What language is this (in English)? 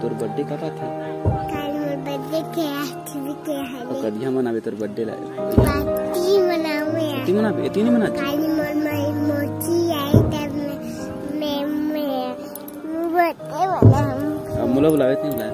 Chhattisgarhi